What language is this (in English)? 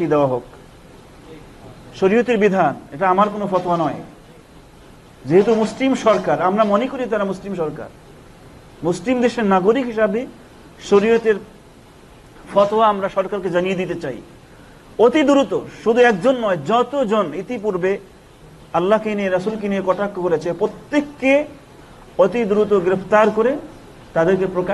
Bangla